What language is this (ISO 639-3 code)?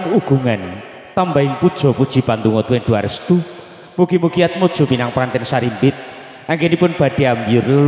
jav